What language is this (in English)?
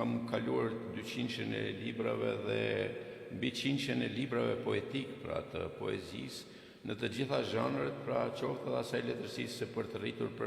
Albanian